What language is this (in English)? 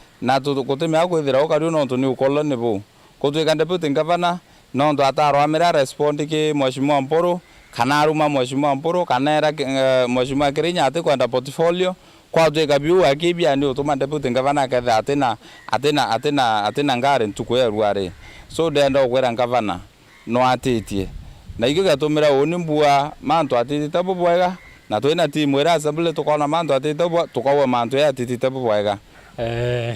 Meru